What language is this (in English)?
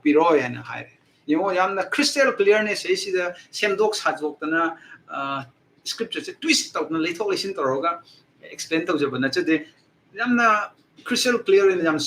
Manipuri